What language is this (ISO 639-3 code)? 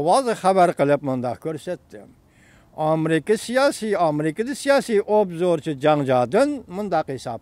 uig